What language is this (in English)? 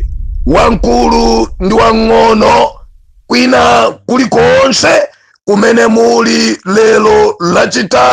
Nyanja